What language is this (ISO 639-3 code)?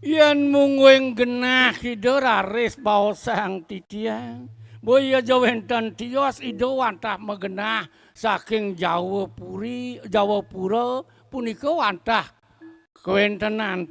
ban